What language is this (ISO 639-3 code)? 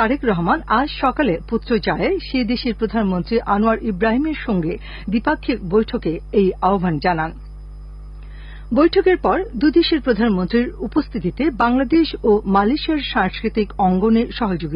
ben